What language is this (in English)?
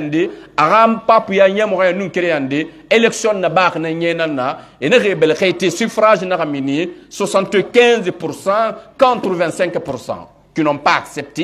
Pular